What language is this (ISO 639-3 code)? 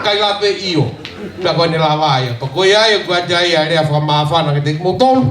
ton